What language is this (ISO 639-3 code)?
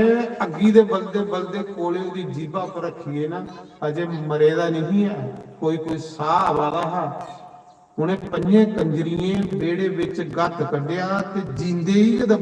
doi